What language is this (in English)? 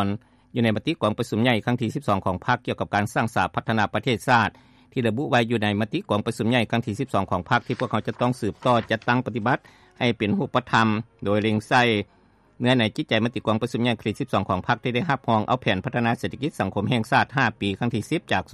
Lao